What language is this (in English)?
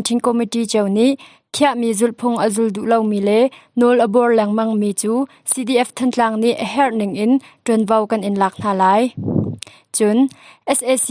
Hakha Chin